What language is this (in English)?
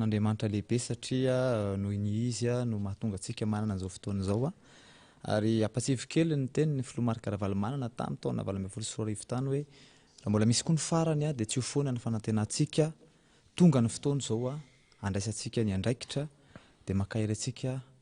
Malagasy